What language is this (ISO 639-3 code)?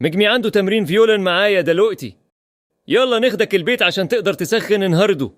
arz